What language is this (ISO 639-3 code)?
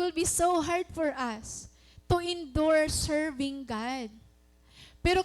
war